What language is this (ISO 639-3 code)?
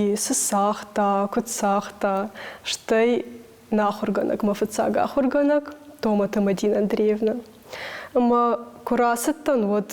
oss